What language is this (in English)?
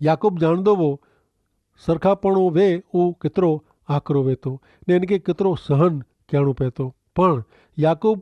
Kachhi